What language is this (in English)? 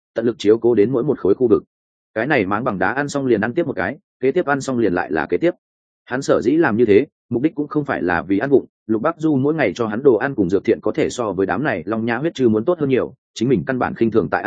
Vietnamese